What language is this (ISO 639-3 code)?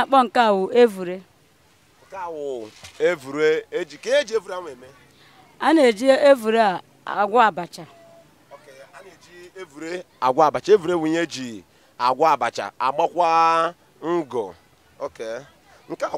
ibo